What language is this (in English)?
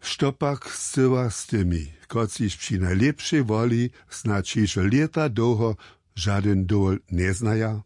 Upper Sorbian